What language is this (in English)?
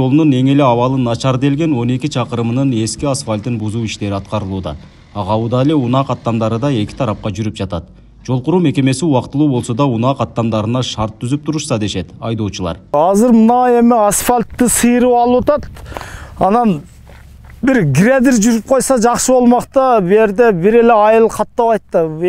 Kyrgyz